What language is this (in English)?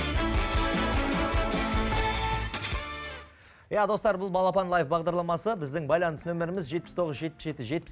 Kazakh